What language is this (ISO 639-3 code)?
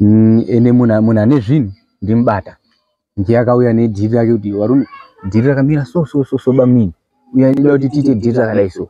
sna